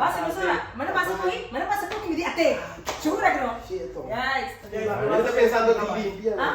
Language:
Papiamento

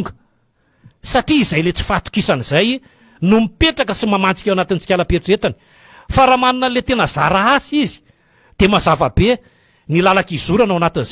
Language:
Malagasy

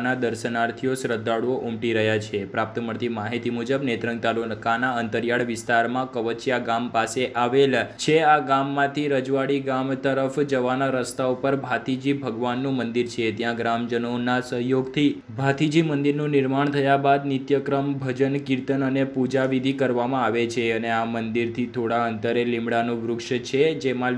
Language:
Gujarati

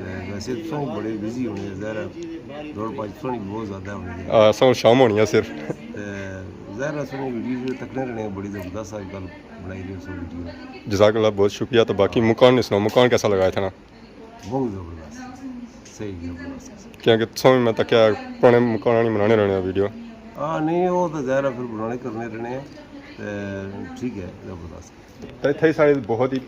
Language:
Pahari-Potwari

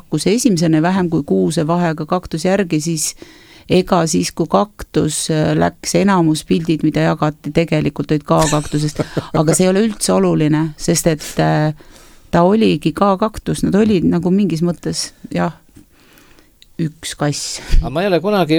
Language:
Estonian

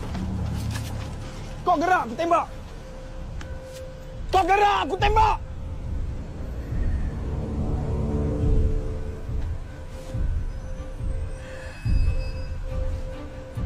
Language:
Malay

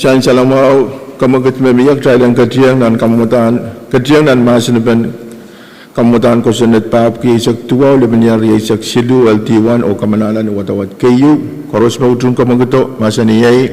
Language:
Pohnpeian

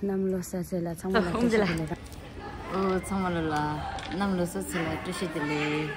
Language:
Tibetan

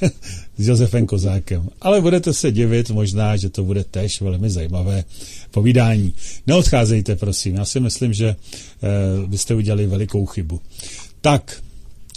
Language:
Czech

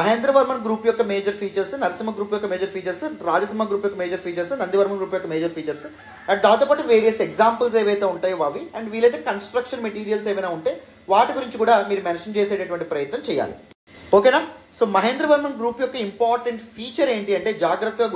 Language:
Telugu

